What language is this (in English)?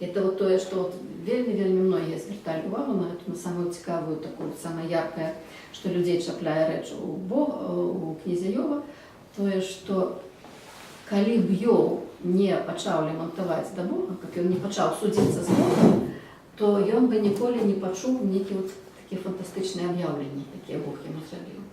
Belarusian